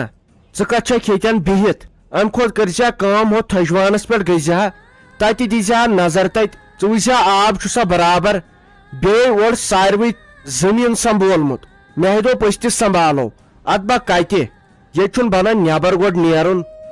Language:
Kashmiri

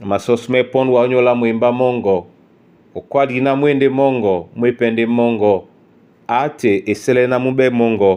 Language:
Duala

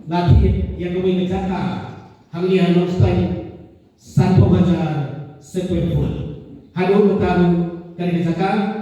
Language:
Khasi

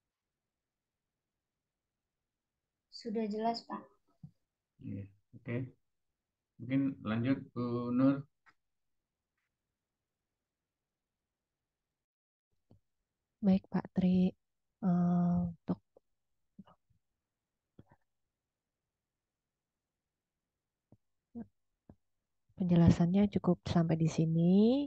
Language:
Indonesian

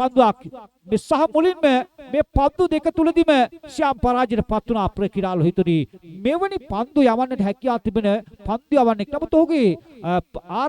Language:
Sinhala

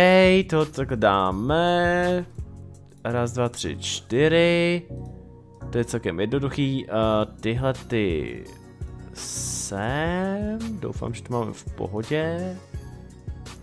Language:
Czech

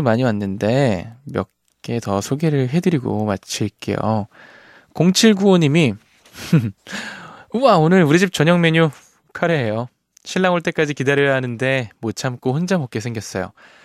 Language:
Korean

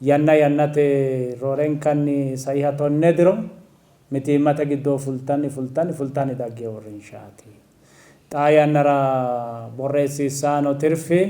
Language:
Sidamo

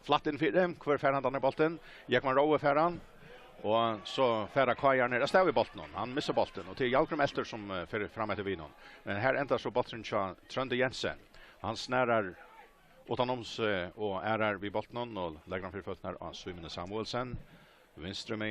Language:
Faroese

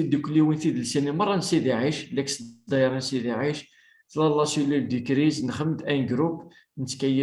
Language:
Kabyle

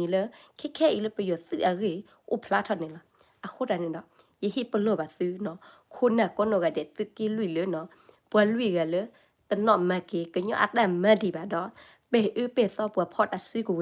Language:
S'gaw Karen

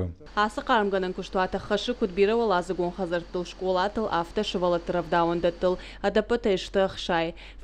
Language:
Ossetic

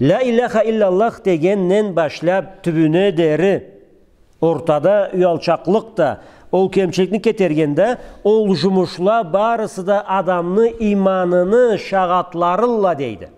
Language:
Karachay-Balkar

